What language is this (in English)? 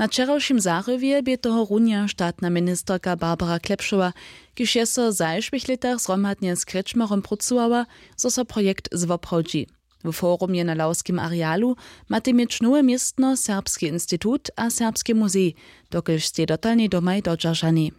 Upper Sorbian